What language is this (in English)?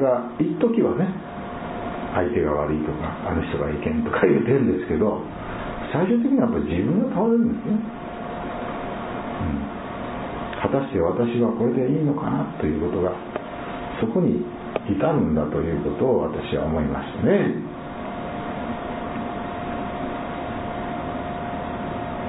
Japanese